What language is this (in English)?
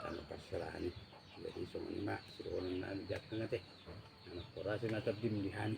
Batak Toba